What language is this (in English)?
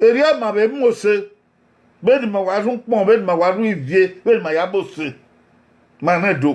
Bini